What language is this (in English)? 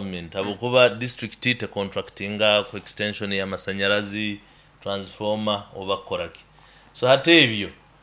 Nyoro